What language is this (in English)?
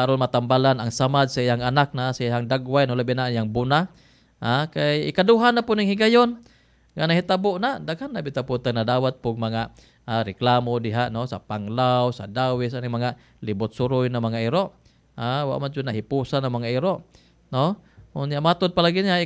Cebuano